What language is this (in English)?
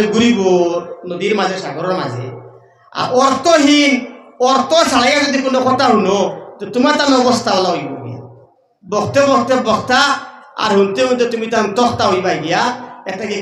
Sylheti